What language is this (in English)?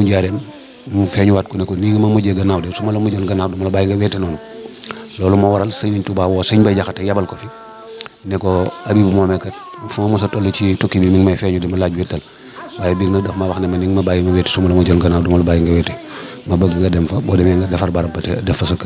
Wolof